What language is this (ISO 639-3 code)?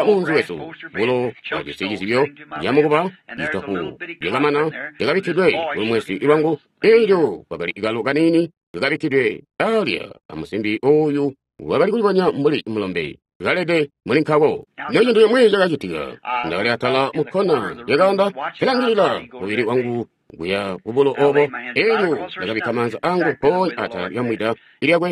toi